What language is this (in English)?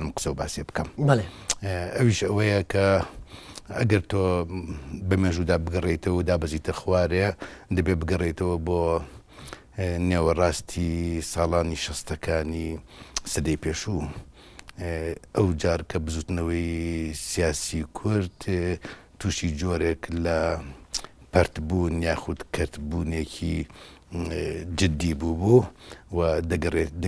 Central Kurdish